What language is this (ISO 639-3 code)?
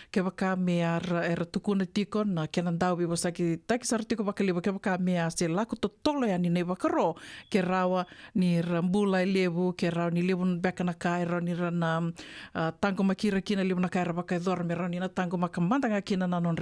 fij